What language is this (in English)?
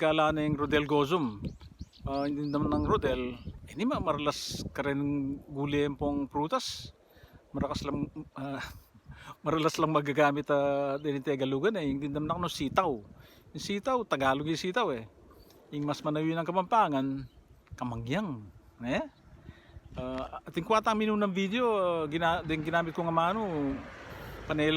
Pampanga